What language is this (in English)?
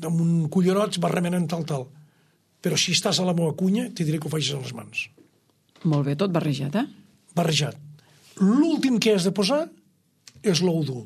Catalan